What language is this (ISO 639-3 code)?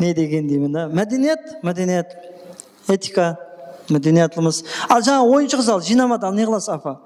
kaa